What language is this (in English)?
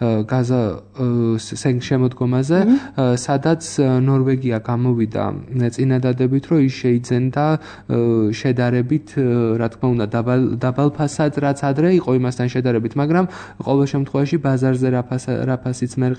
Georgian